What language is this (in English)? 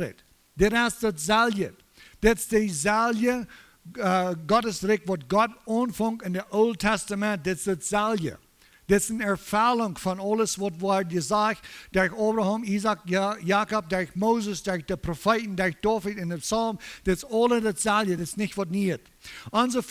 Plautdietsch